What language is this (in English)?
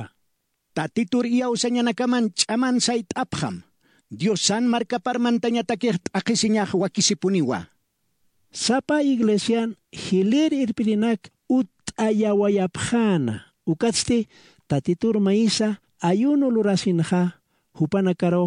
Aymara